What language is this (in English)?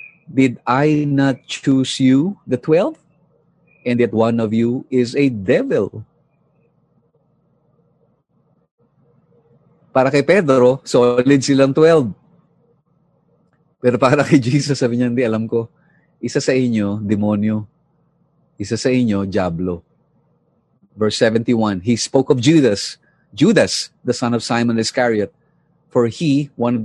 Filipino